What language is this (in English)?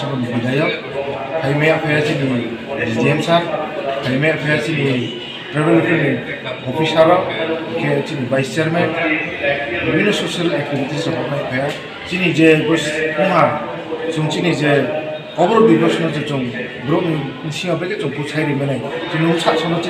Kok Borok